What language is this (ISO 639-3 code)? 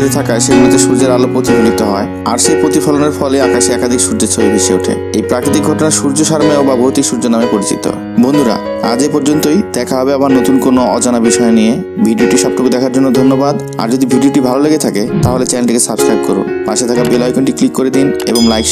ben